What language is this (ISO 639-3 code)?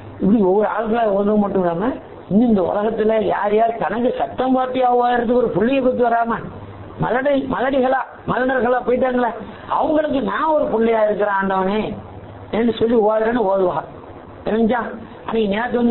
tam